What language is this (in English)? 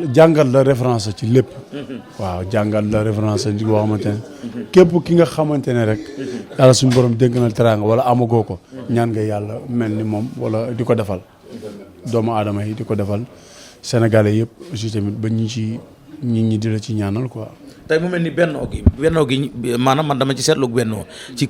Wolof